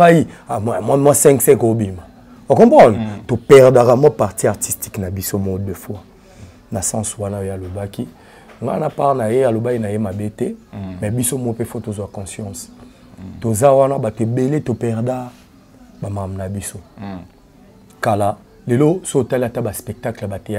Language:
Lingala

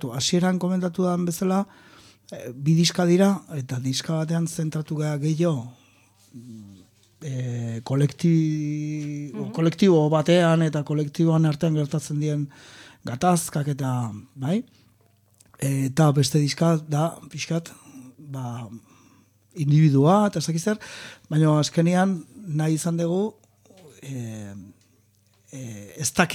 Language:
Basque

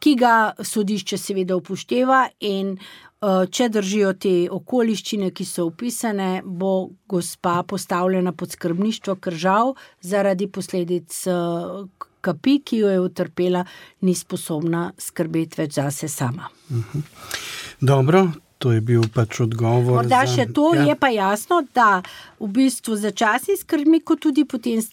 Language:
Slovenian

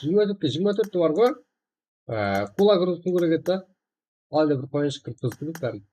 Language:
Kara-Kalpak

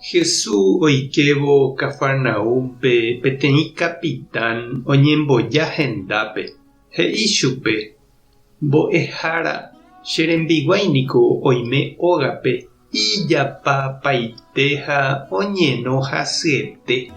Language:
Guarani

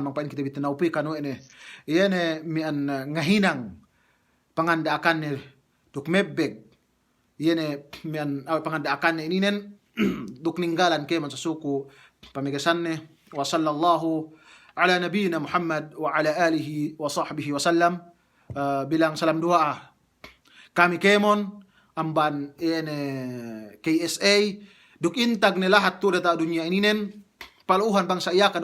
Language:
Yakan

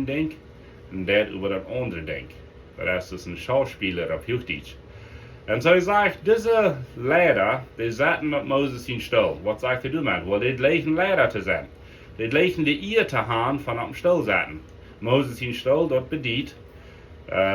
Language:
Plautdietsch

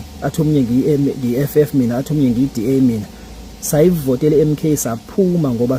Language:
Zulu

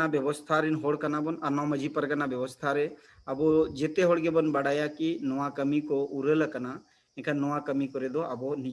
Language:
Santali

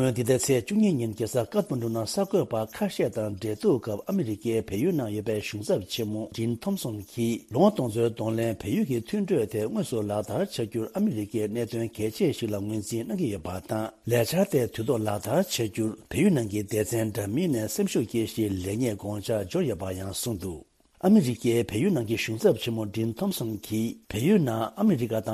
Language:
Tibetan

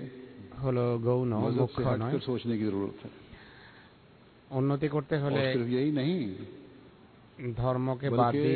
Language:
Bangla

